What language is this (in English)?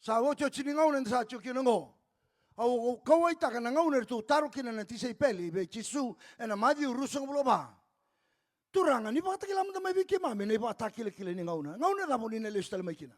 Fijian